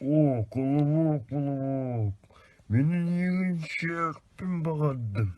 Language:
Yakut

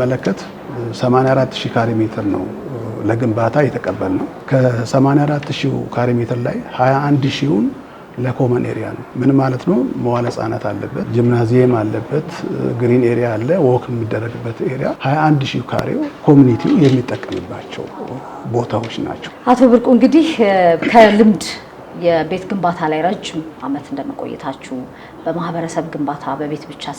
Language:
Amharic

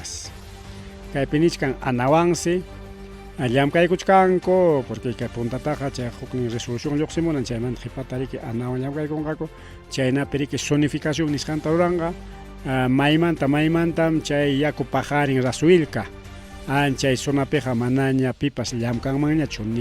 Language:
Ayacucho Quechua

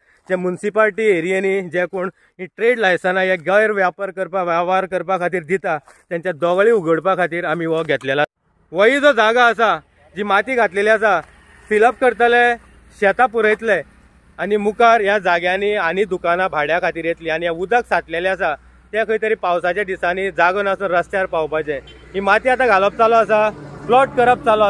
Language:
Konkani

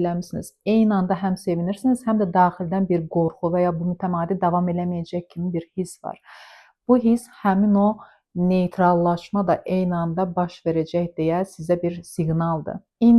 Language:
Azerbaijani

